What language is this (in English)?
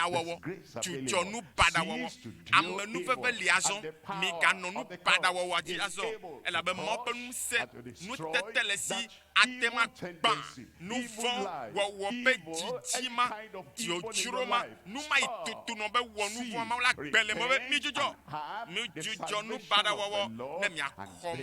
Ewe